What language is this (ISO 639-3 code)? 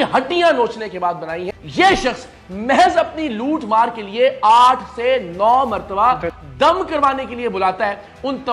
urd